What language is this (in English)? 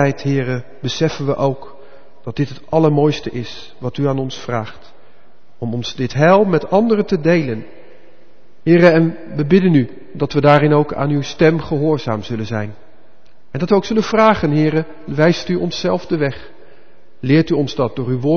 Dutch